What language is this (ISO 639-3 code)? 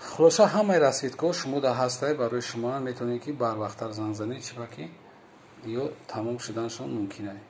tgk